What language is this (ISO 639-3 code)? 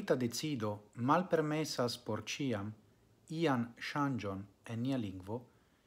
epo